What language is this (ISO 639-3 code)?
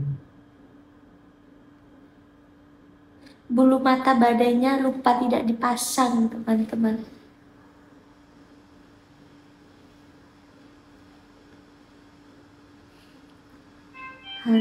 vie